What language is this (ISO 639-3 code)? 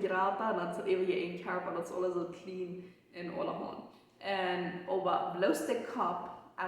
pdt